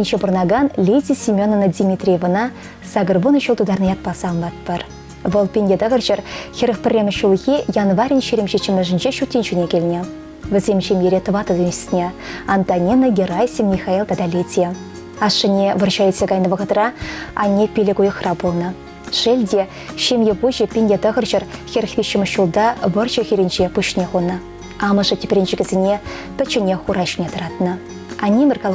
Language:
Chuvash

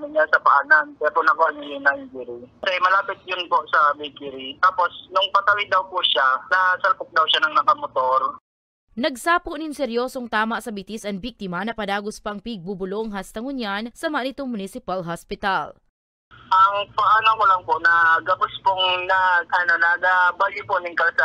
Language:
Bikol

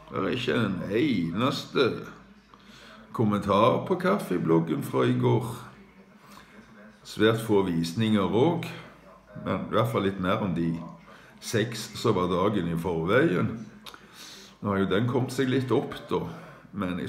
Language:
Norwegian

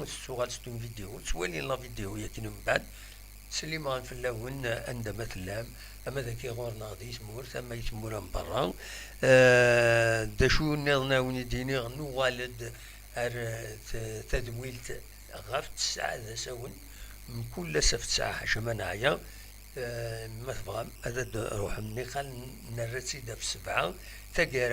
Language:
Kabyle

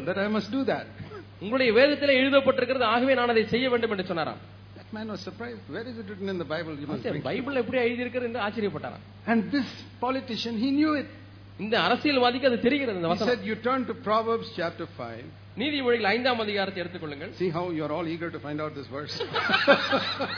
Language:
Tamil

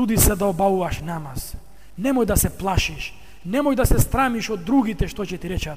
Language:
Macedonian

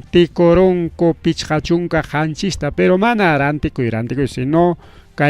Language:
Ayacucho Quechua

